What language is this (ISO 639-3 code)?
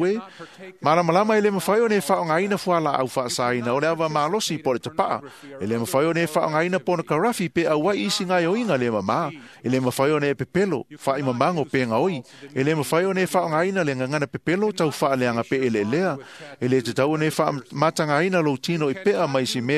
smo